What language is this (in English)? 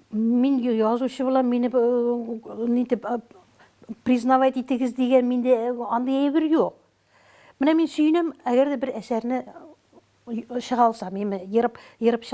Tatar